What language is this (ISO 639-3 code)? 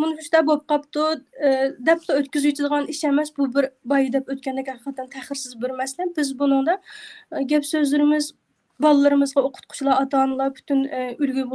uig